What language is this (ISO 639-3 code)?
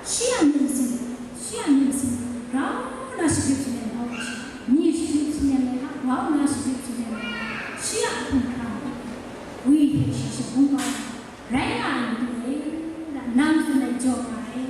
kac